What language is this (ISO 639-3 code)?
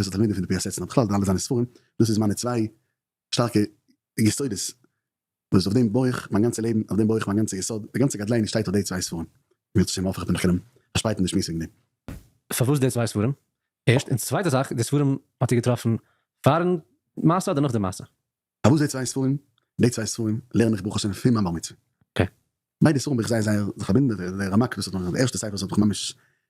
yid